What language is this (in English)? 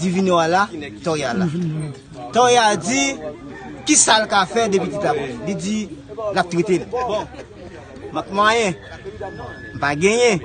Haitian Creole